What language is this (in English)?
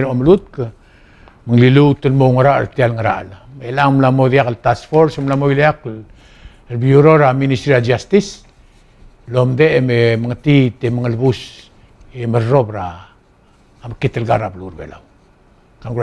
Palauan